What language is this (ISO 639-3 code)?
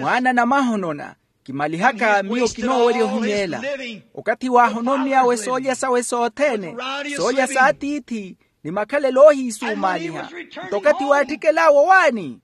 vmw